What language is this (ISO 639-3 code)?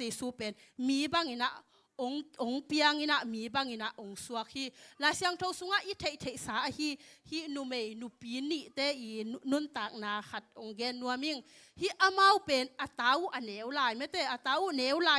ctd